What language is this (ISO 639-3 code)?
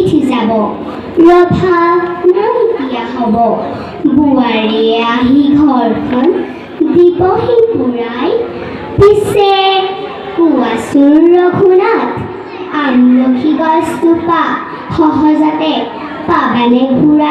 asm